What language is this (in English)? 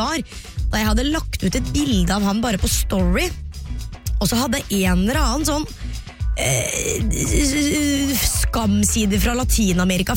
Norwegian